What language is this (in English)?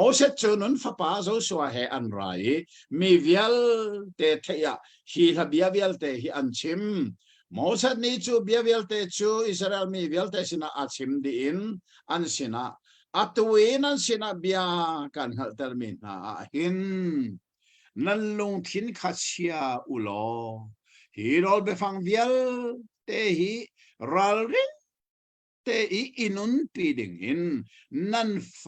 Hakha Chin